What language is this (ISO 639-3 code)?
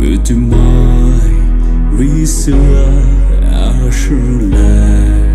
pmx